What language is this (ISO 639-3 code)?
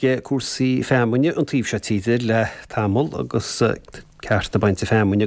gle